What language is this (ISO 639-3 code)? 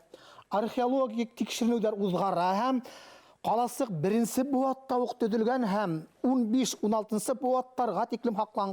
bak